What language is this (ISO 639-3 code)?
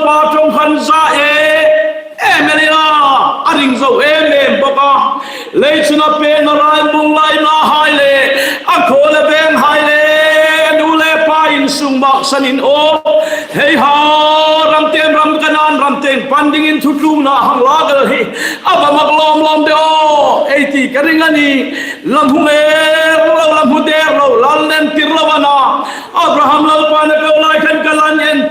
hmr